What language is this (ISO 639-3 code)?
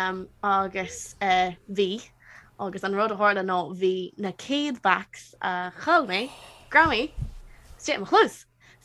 gle